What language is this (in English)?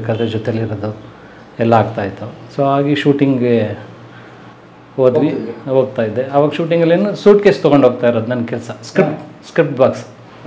Kannada